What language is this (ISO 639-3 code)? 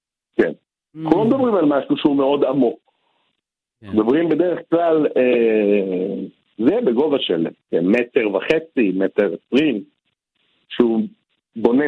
heb